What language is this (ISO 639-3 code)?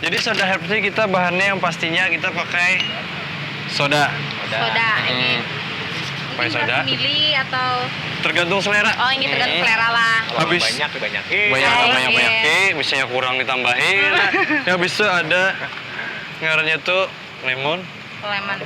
bjn